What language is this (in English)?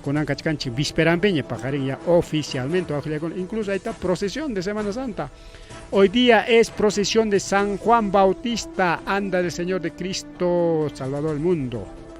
Ayacucho Quechua